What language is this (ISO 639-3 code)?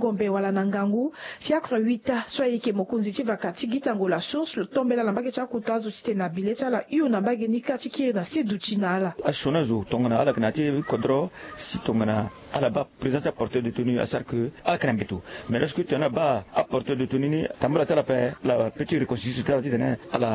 sag